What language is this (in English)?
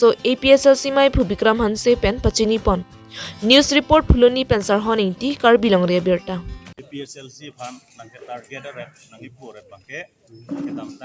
Karbi